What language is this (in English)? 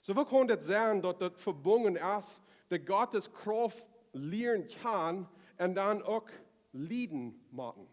Plautdietsch